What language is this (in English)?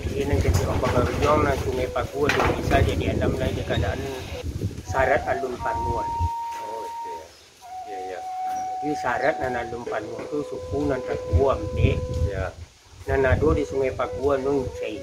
Minangkabau